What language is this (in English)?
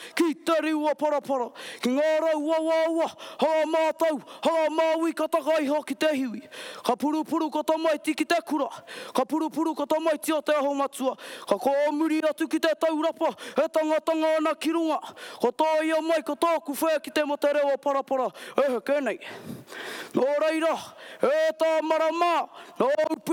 Māori